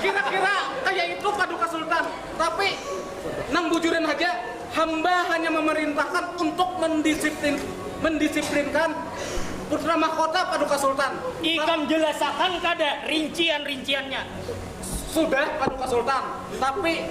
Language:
Banjar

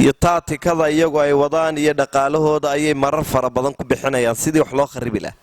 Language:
Somali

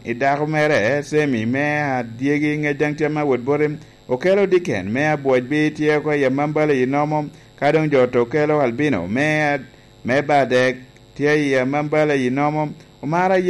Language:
Lango (Uganda)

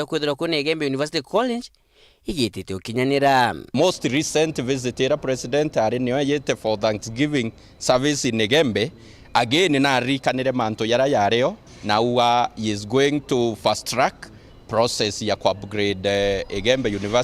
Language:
Meru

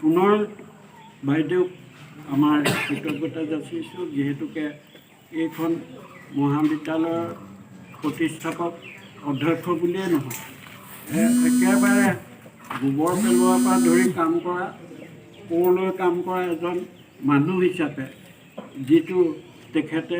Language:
Assamese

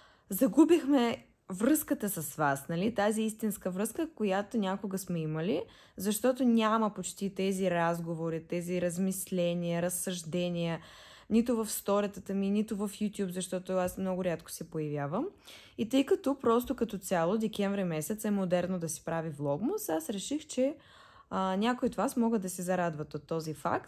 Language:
Bulgarian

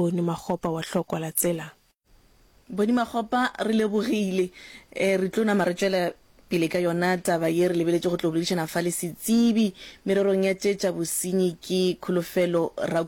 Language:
Northern Sotho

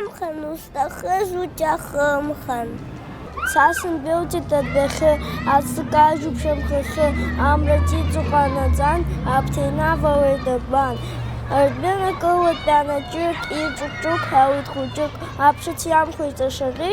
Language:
Abkhazian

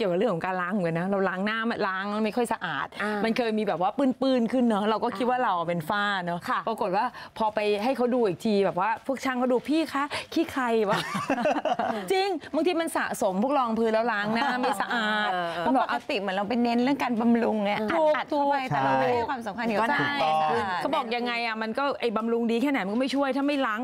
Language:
Thai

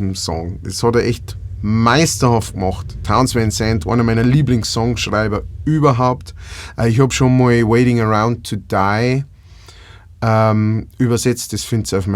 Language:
Bavarian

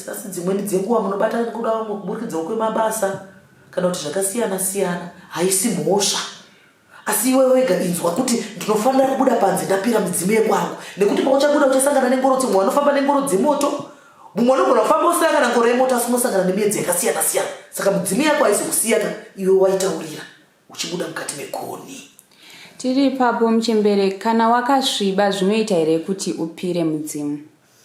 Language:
Shona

